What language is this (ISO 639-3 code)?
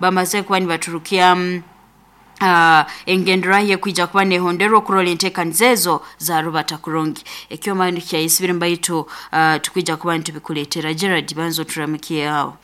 nyo